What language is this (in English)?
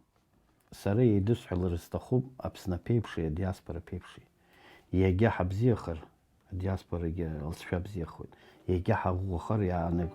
Abkhazian